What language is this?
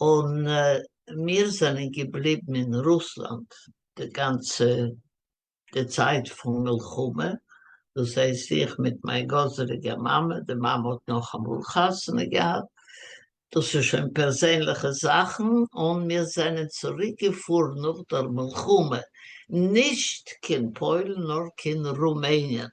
Yiddish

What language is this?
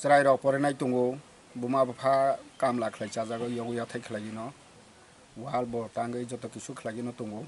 Kok Borok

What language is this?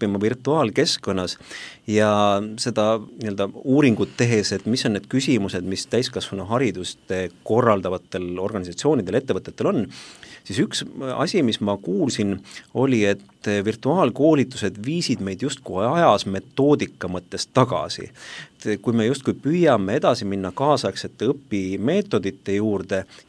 Estonian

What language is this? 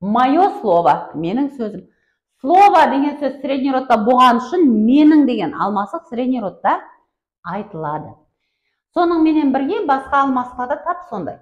Kara-Kalpak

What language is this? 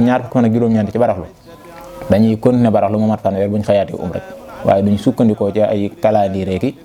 Wolof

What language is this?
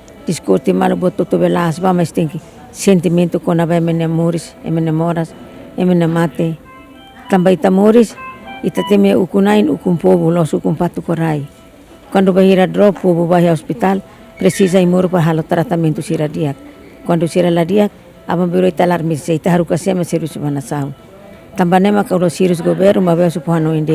Tetum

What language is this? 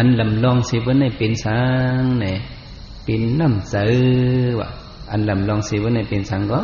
Shan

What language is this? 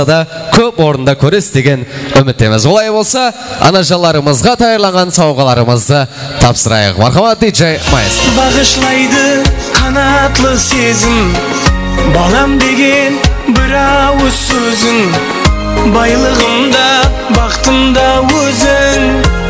Kara-Kalpak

